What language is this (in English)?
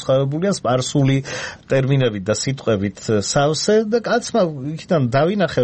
Georgian